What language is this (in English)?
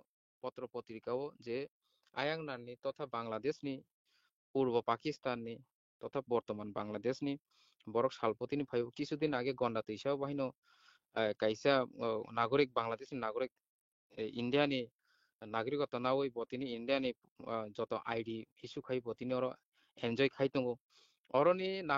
Kok Borok